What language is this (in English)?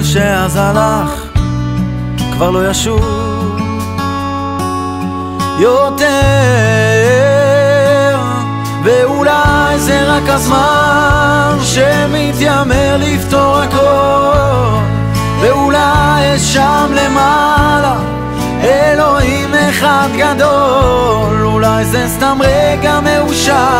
Hebrew